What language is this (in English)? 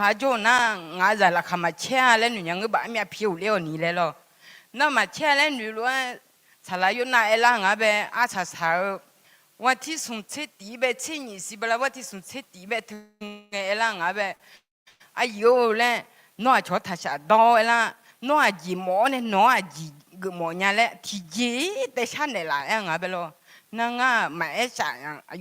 Akha